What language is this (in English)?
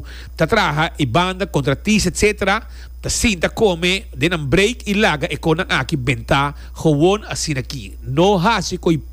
Papiamento